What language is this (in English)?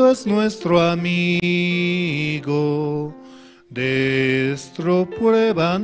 South Bolivian Quechua